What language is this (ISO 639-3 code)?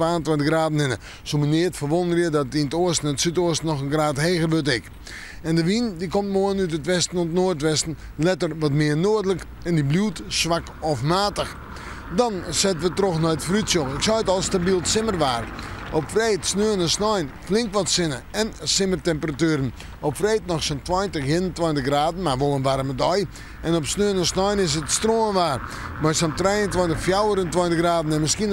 fry